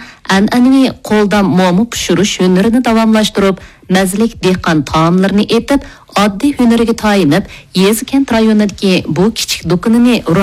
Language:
Uyghur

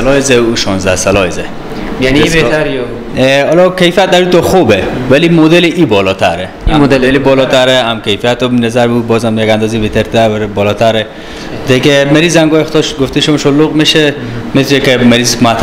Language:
Persian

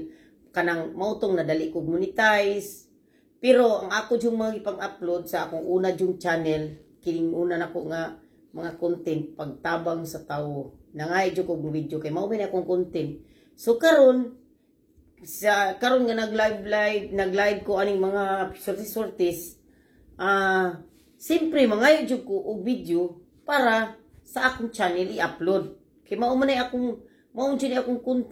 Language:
Cebuano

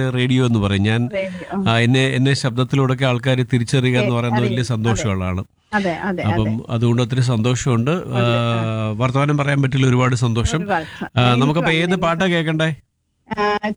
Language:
Malayalam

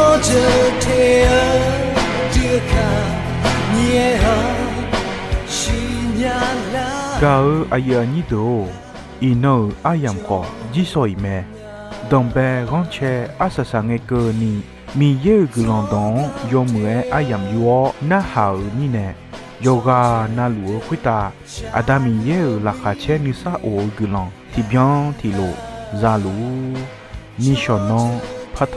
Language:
Akha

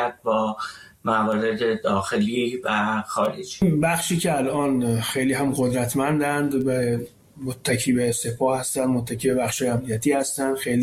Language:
Persian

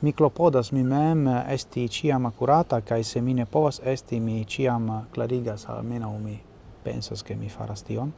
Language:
Esperanto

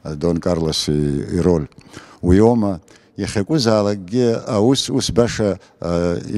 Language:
Abkhazian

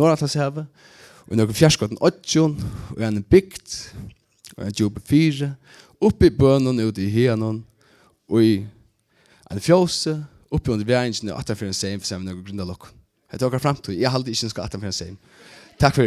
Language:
Faroese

